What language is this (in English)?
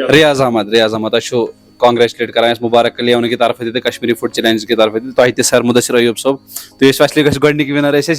Kashmiri